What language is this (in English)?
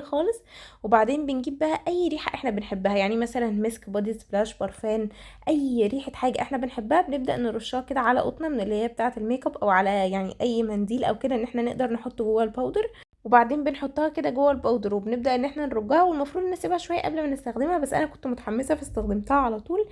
Egyptian Arabic